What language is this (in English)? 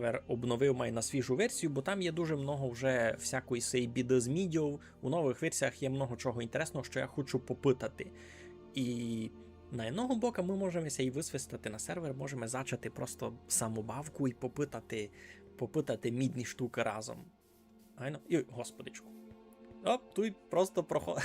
Rusyn